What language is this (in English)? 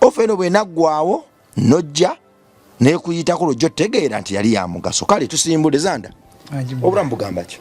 Ganda